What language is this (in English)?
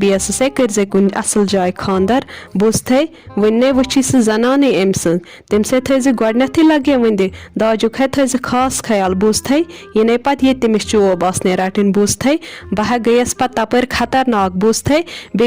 Kashmiri